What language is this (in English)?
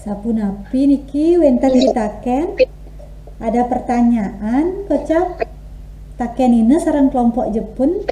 Balinese